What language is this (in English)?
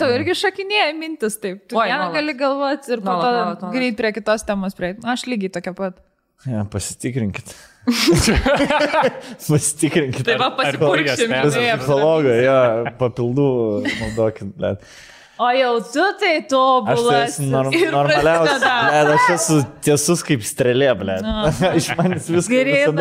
Lithuanian